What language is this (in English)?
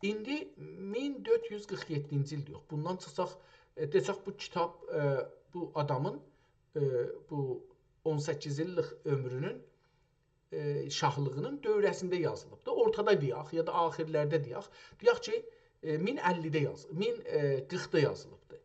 South Azerbaijani